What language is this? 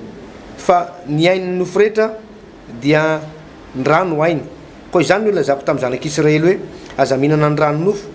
Malagasy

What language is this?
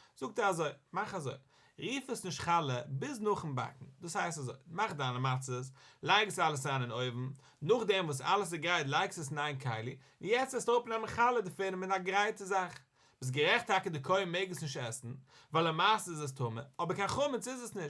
Yiddish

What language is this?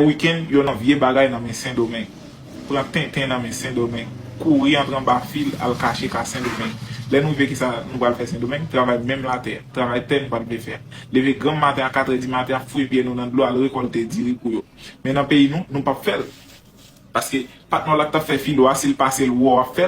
Haitian Creole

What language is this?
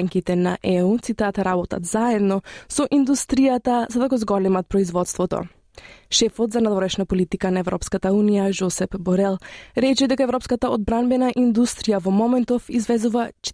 Macedonian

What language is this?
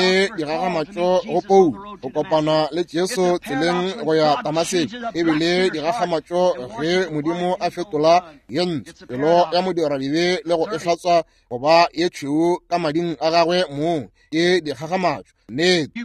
Northern Sotho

